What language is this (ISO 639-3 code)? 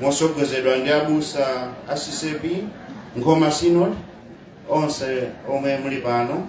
nya